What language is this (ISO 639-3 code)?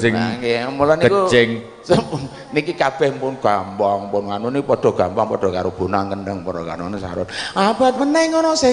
jav